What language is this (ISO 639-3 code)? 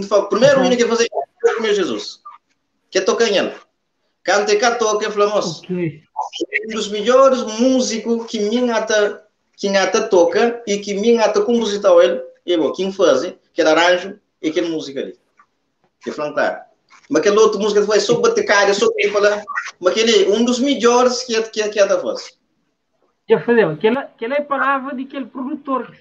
kea